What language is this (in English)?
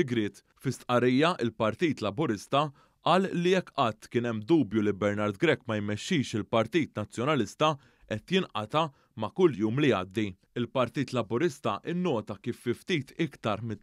Maltese